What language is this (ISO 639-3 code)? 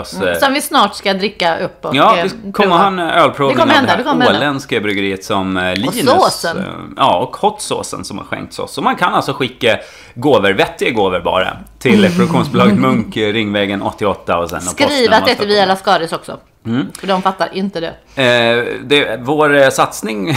swe